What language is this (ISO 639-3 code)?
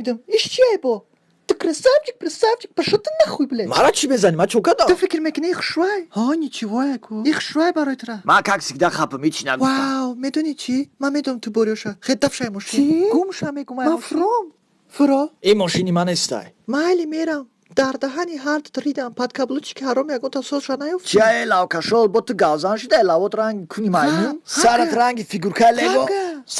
tgk